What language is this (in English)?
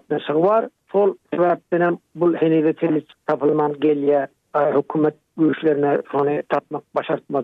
Turkmen